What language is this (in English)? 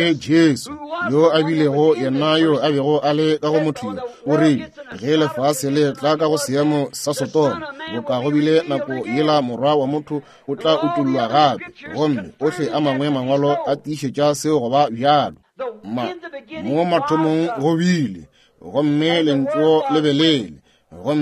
Northern Sotho